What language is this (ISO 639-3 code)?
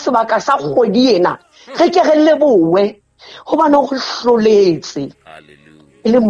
sot